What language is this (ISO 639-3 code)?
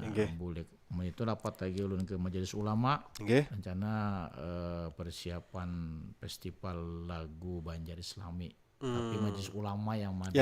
bjn